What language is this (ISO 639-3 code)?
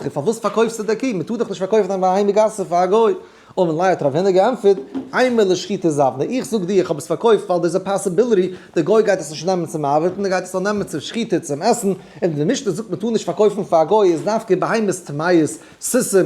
yid